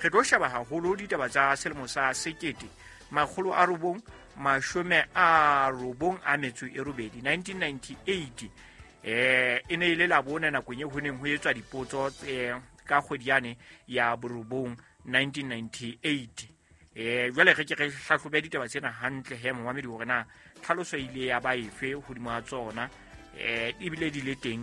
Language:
Southern Sotho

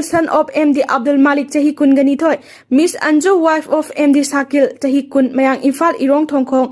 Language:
Manipuri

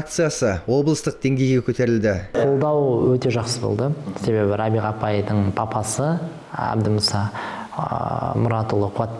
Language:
Kazakh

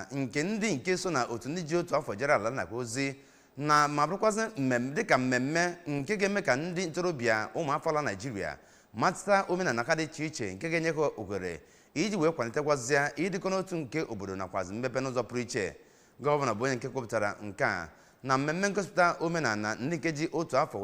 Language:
Igbo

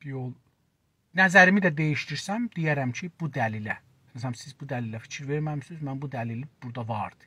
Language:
South Azerbaijani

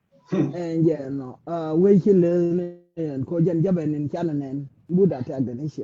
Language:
Nuer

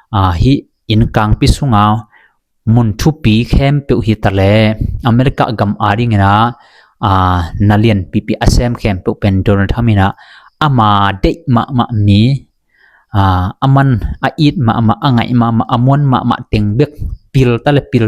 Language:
Tedim Chin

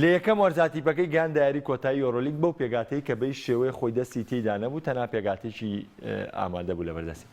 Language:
Central Kurdish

